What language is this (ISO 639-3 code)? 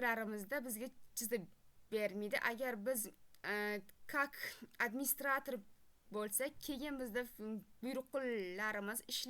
uzb